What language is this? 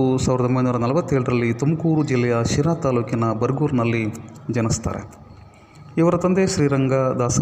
Kannada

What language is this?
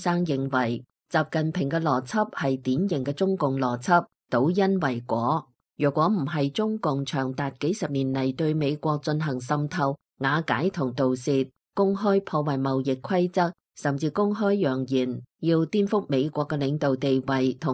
Cantonese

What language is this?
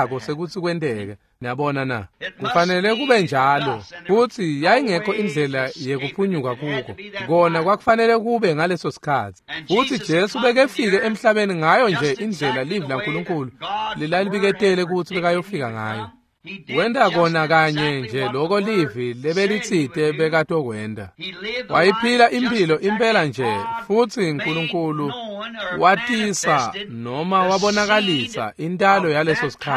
Swati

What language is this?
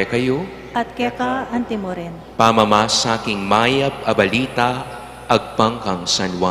Pampanga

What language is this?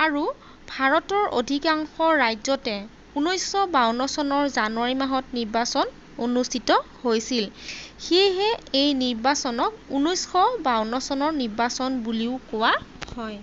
Assamese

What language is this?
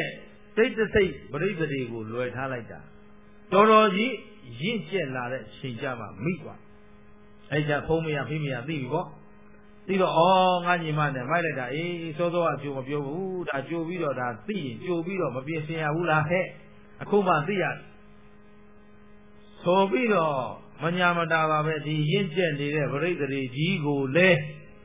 Burmese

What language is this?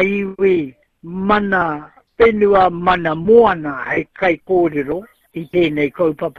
Māori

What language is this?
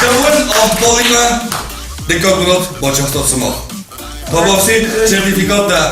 Ossetic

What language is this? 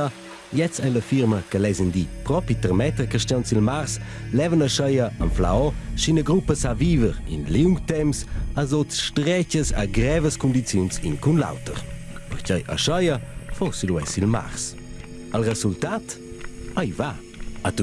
Romansh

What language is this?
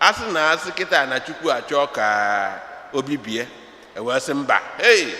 Igbo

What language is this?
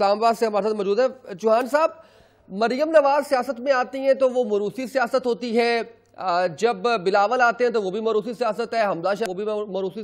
Urdu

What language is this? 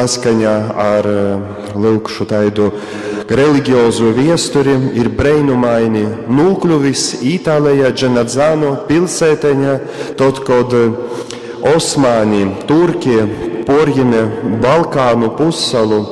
Latgalian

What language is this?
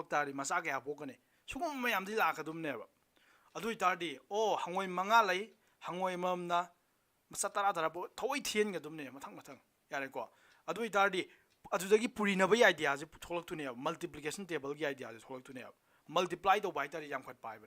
Manipuri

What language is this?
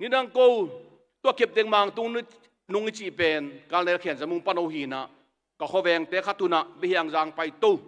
Tedim Chin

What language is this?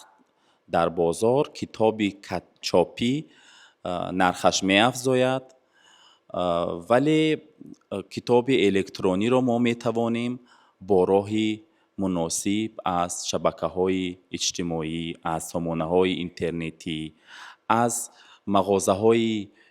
Tajik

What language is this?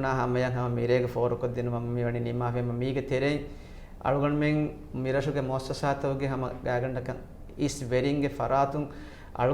Divehi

